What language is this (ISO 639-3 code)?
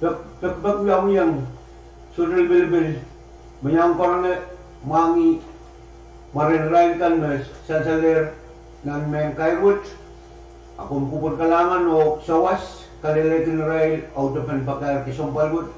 pon